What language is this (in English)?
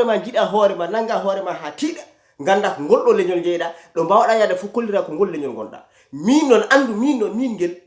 Fula